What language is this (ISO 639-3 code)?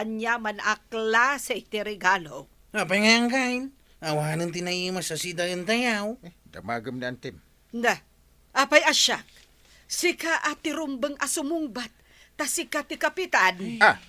ilo